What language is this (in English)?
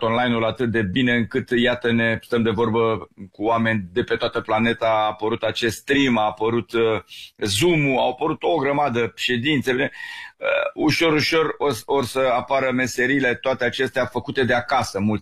Romanian